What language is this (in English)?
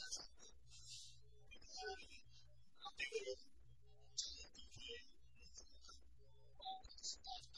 Korean